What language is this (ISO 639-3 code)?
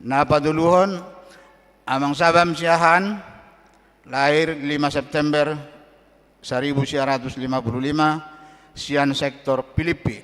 bbc